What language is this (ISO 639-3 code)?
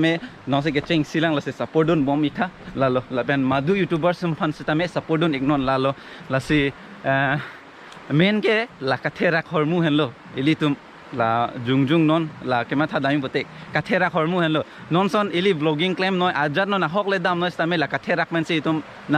mjw